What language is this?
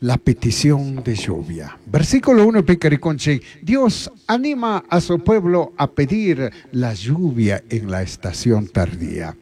Chimborazo Highland Quichua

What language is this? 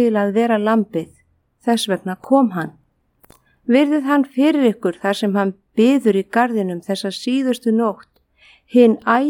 Icelandic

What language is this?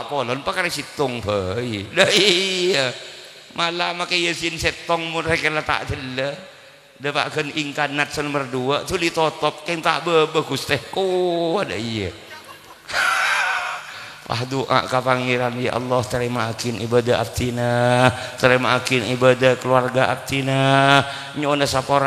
Madurese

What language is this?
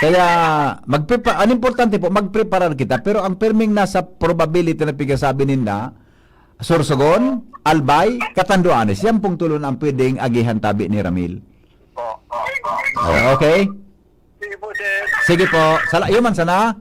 Bikol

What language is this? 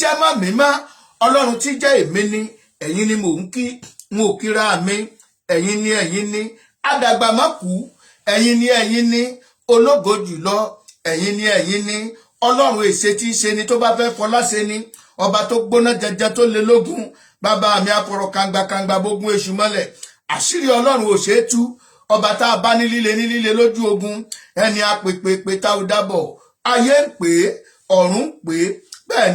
Yoruba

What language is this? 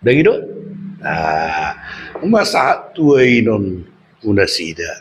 Batak Toba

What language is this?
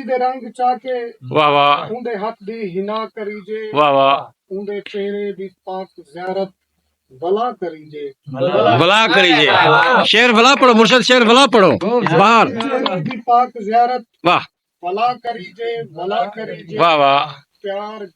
Saraiki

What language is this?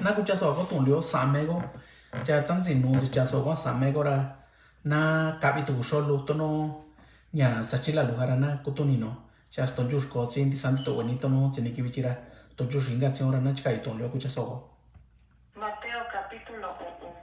Mixtepec Mixtec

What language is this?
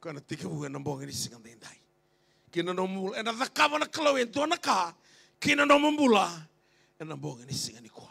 Fijian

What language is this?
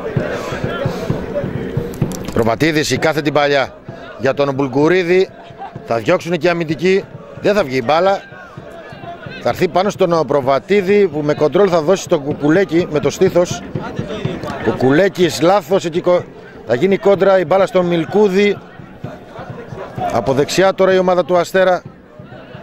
Greek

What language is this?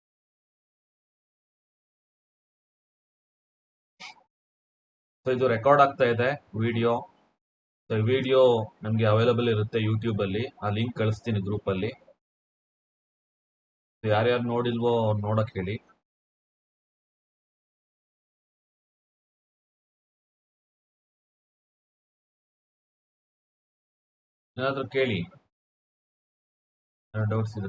Kannada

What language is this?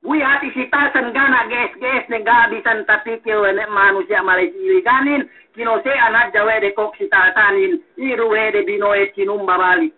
Yakan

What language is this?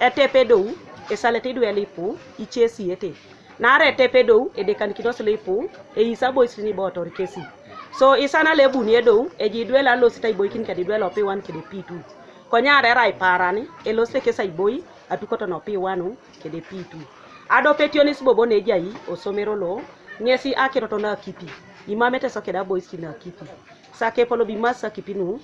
Teso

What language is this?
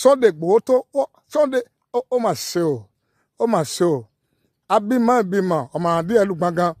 Yoruba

